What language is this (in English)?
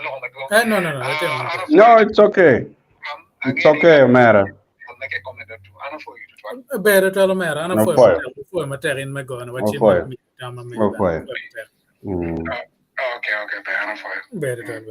Acoli